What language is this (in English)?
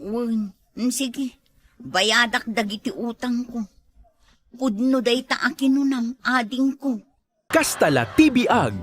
Iloko